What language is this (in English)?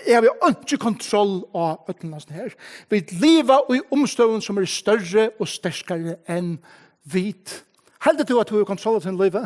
Faroese